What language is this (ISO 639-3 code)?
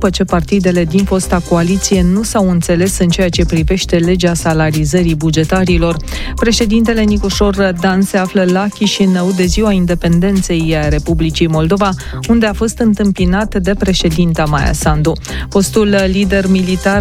ron